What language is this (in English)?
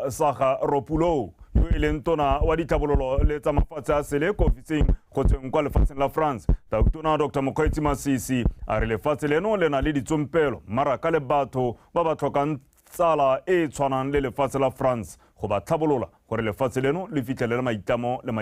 Tswana